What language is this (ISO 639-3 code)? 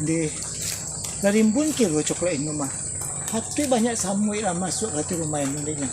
min